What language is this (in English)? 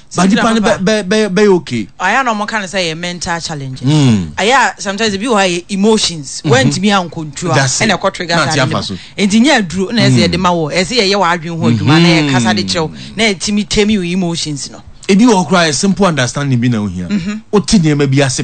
Akan